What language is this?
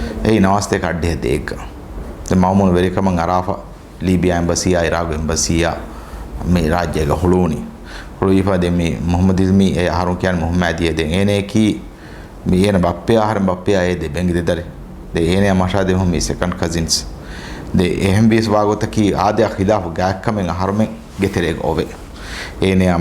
Divehi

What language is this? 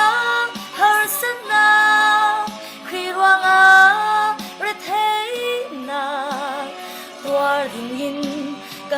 Falam Chin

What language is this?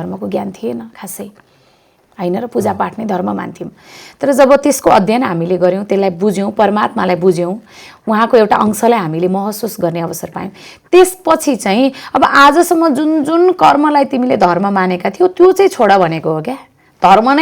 Nepali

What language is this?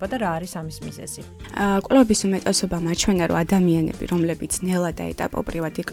Georgian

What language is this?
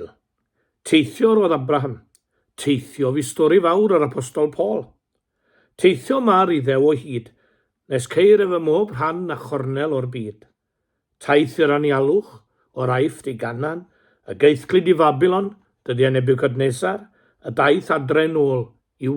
Welsh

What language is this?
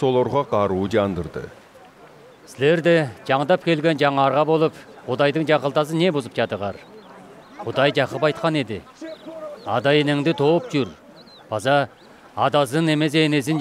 Southern Altai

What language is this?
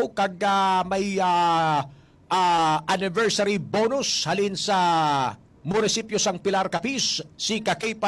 Hiligaynon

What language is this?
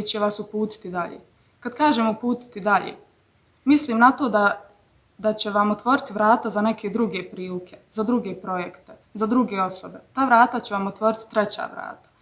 Bosnian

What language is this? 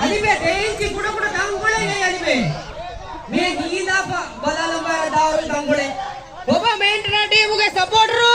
Divehi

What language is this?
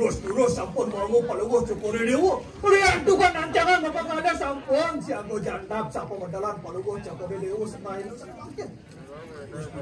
Balinese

